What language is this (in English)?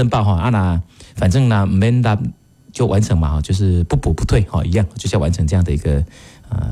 Min Nan Chinese